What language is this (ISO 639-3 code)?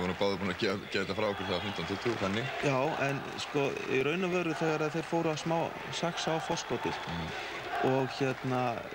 isl